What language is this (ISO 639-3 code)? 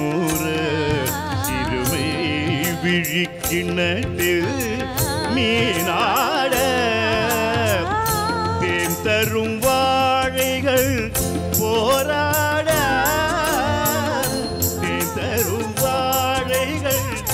tam